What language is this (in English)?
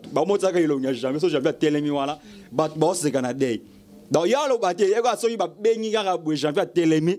Lingala